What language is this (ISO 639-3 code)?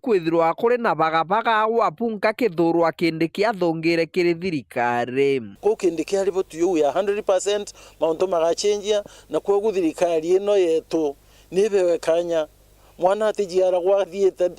mer